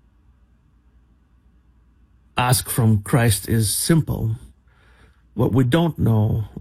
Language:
English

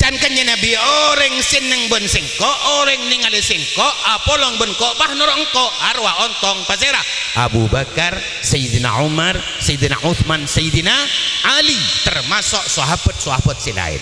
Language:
Madurese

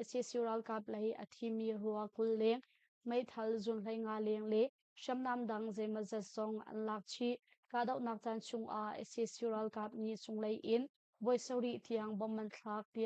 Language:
Hakha Chin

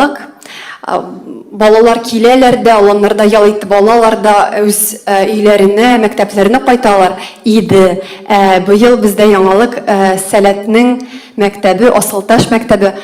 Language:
Tatar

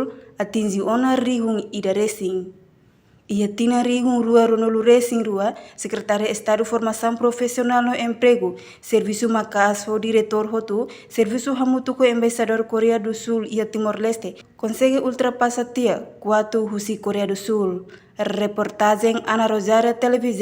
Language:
Tetum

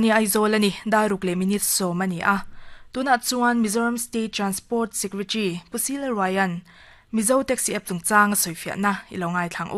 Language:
Mizo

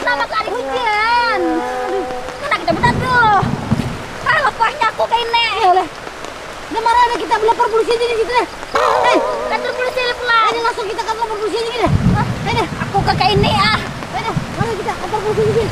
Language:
Banjar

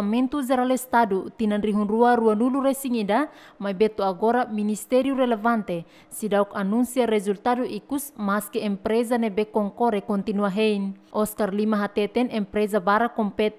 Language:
Tetum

